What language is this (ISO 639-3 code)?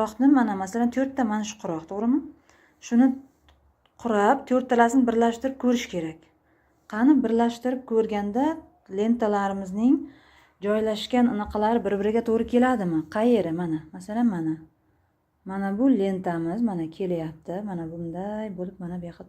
uzb